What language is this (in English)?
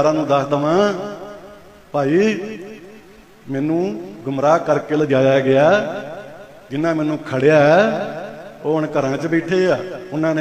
Punjabi